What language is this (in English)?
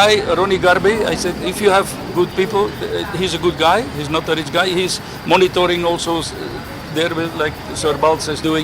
Cebuano